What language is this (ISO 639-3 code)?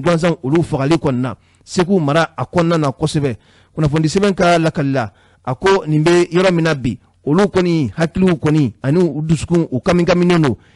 bam